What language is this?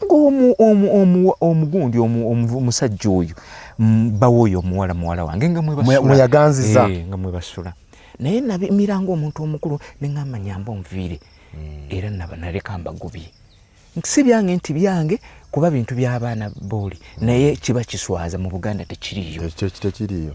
Ganda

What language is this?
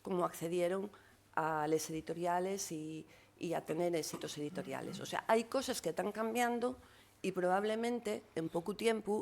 Asturian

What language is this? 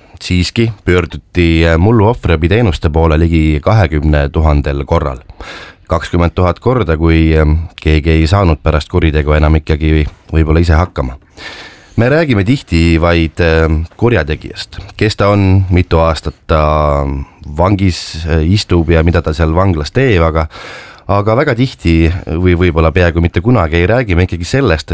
Estonian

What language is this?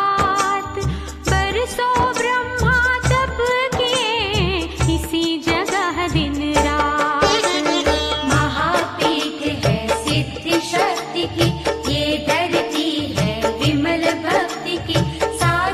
Hindi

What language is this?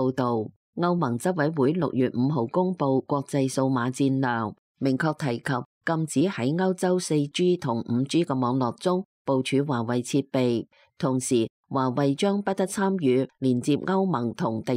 Cantonese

